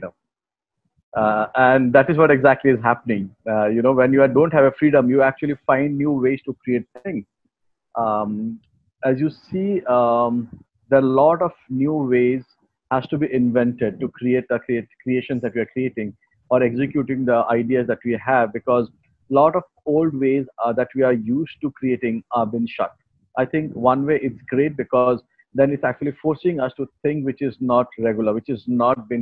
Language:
English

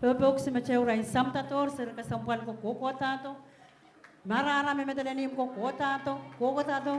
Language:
Pohnpeian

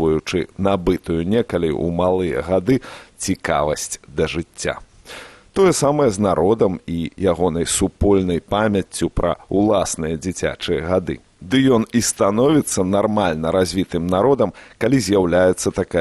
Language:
Belarusian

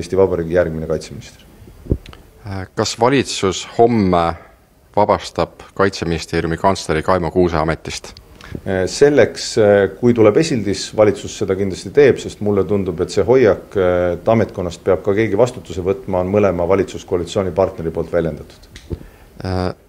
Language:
Estonian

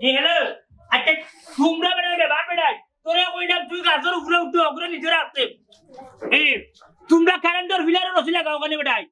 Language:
Sylheti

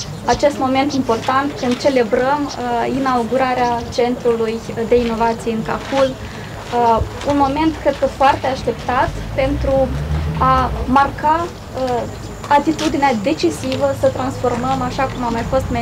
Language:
Romanian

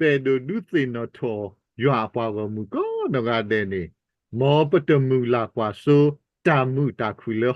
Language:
S'gaw Karen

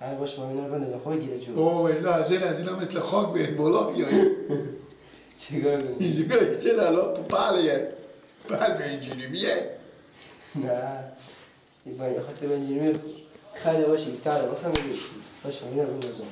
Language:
Persian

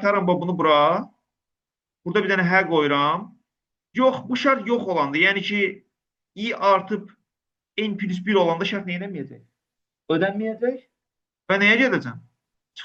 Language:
Azerbaijani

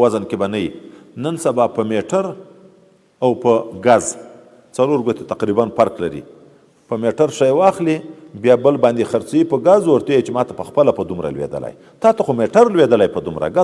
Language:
Pashto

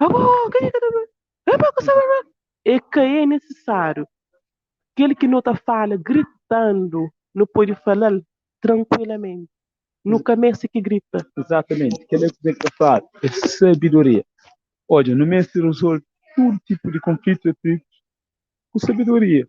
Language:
Kabuverdianu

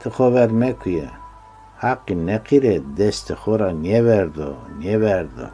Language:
Zaza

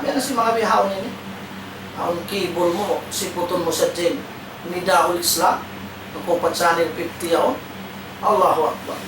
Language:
Tausug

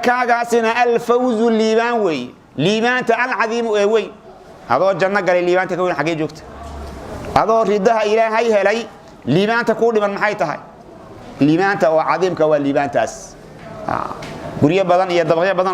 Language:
Somali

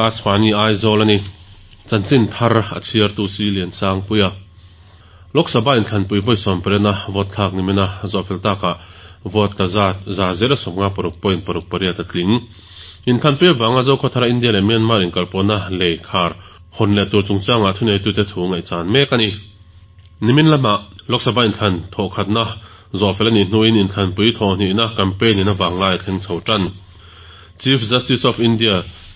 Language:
Mizo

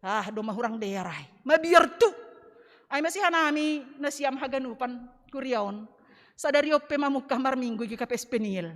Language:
Batak Simalungun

